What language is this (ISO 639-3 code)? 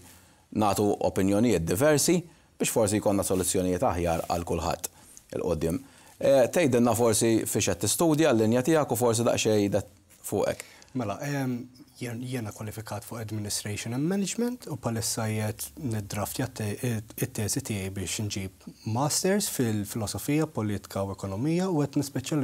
mlt